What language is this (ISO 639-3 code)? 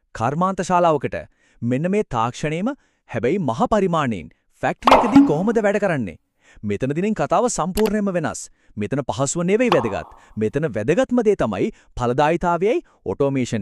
sin